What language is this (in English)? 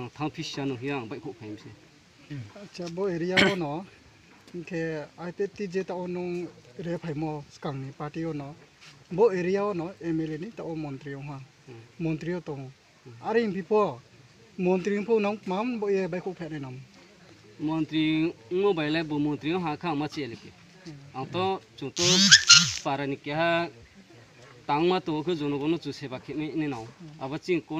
Riang (India)